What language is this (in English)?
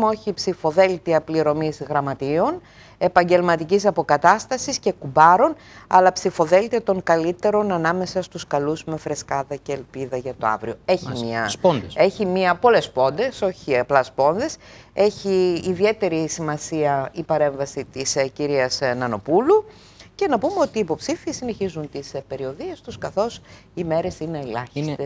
Greek